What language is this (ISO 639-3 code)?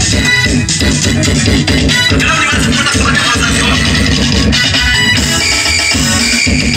swa